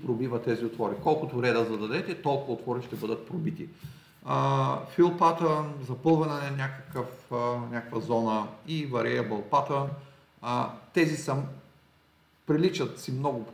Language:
Bulgarian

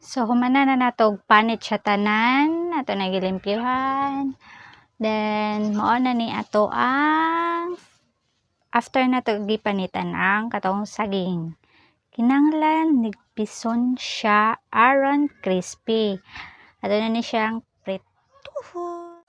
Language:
Cebuano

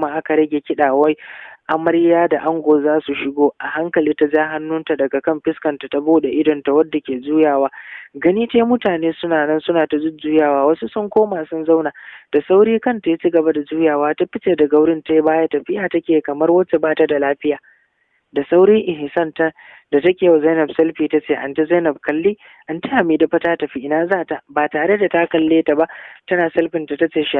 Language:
Hausa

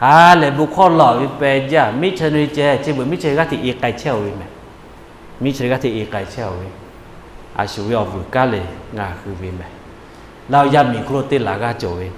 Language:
Lahu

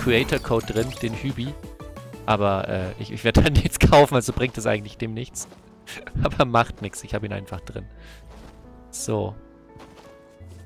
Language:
German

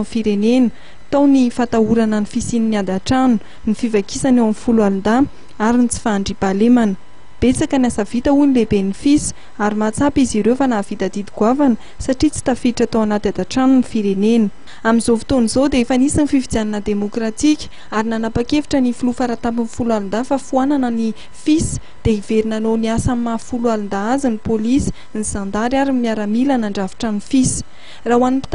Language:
Malagasy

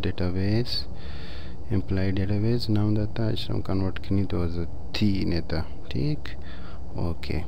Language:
Baluchi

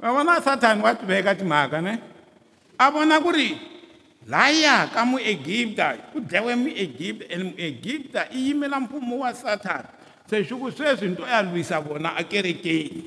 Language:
Tsonga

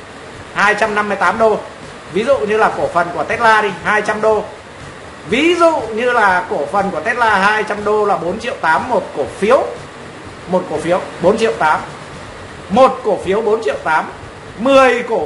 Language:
Vietnamese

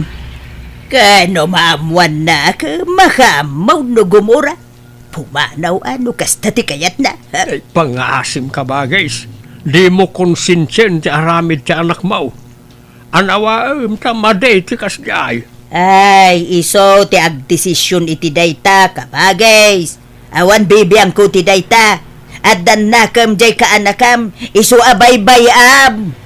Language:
Iloko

